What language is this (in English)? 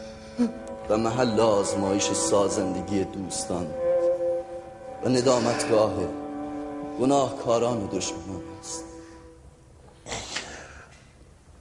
Persian